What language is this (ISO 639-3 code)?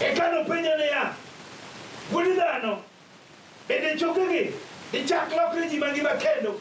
luo